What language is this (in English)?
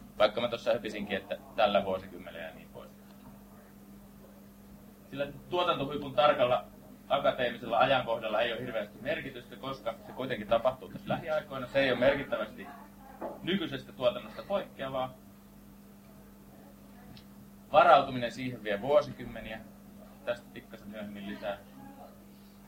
Finnish